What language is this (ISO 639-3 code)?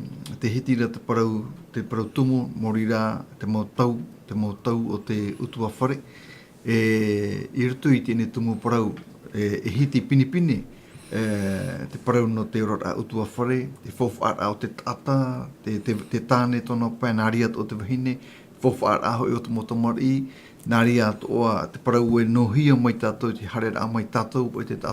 tah